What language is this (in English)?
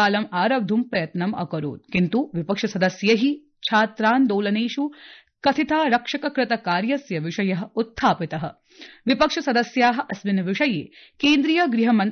Sanskrit